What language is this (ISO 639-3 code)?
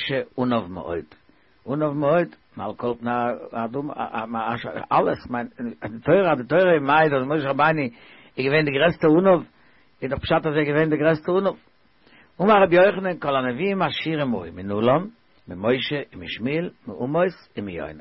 yid